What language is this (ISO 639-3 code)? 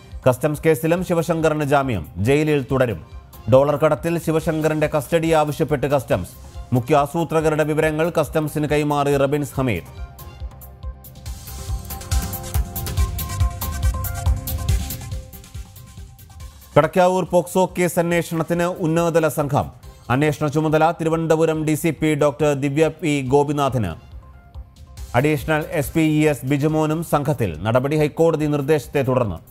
mal